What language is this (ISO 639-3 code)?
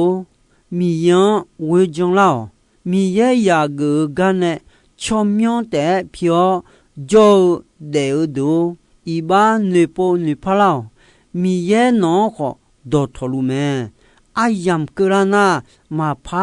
ahk